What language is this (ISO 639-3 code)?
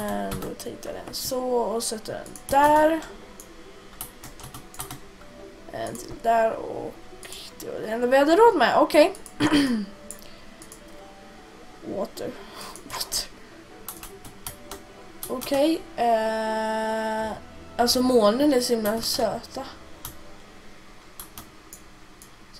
swe